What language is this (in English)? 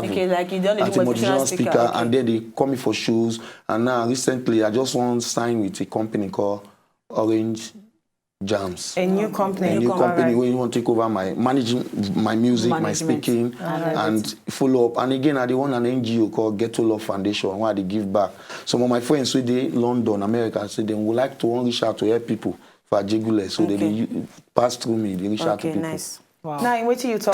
Nigerian Pidgin